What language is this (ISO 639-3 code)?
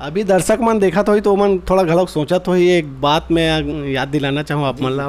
hne